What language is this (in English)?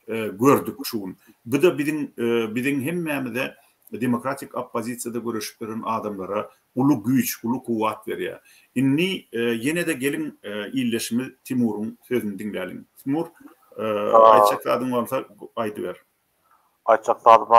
Turkmen